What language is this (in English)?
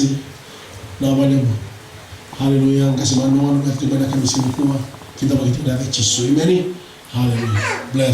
Fijian